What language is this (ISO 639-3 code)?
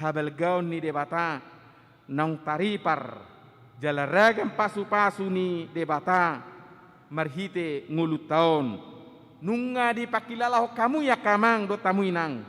bbc